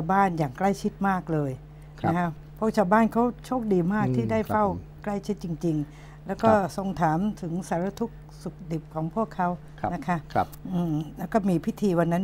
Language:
Thai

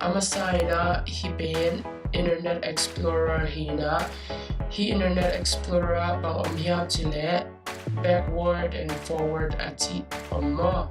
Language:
Tedim Chin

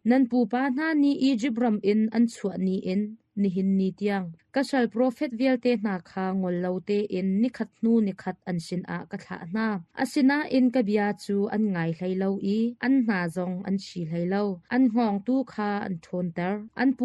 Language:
Hakha Chin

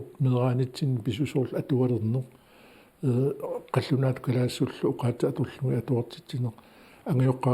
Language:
Kalaallisut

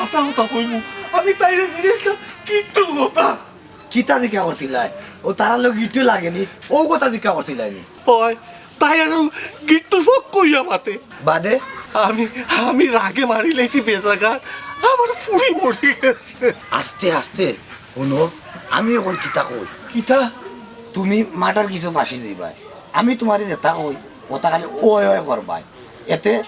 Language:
Sylheti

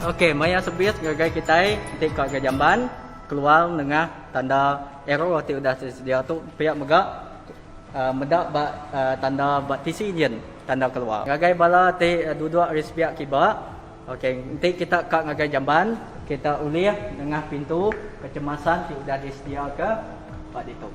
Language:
Iban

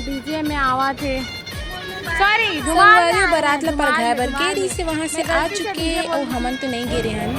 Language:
Chhattisgarhi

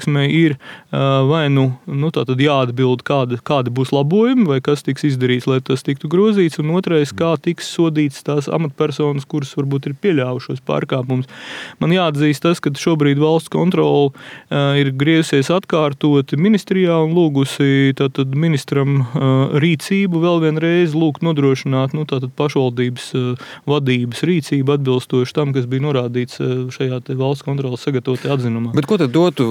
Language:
Latvian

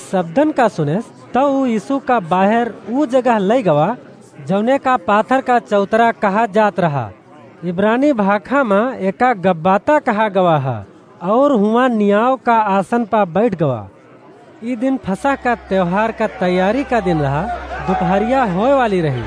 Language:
Awadhi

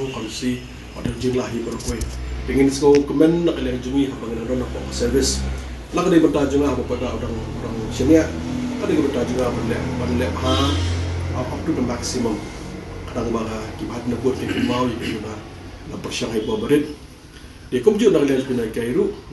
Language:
Malay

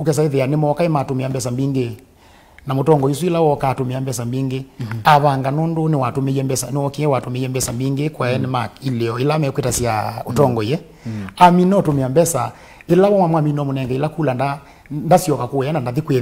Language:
Kamba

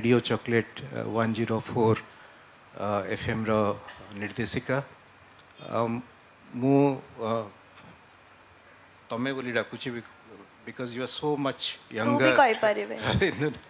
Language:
Odia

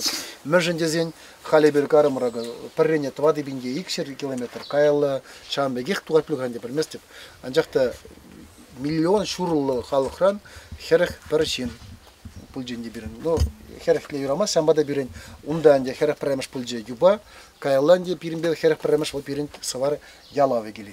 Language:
Chuvash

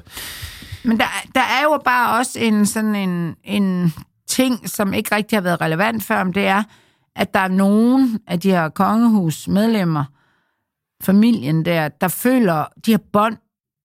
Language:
Danish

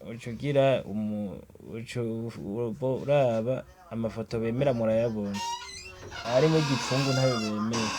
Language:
Rundi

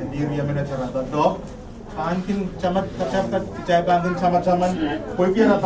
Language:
Pohnpeian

